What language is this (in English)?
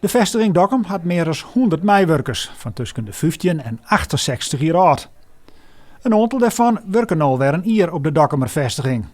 Western Frisian